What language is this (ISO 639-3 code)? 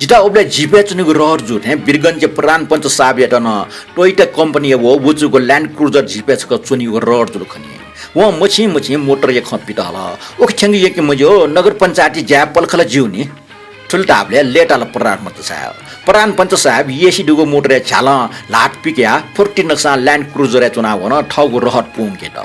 new